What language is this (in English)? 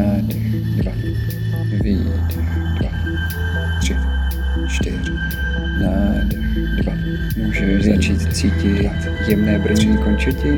Czech